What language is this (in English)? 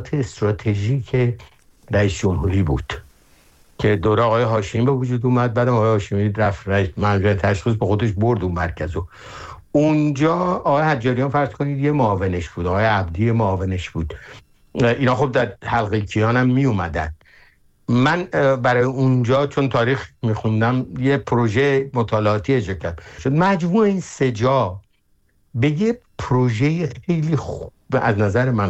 Persian